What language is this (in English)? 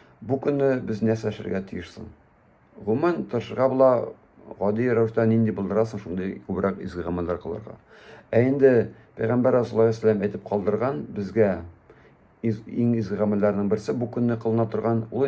Tatar